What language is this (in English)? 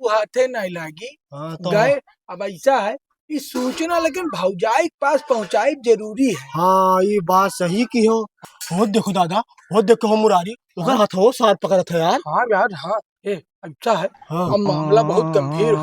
Awadhi